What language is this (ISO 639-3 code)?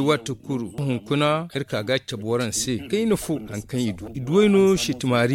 dje